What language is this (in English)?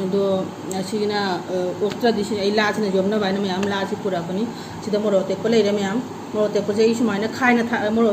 Manipuri